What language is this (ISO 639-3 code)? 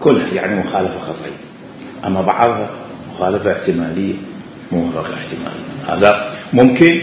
acm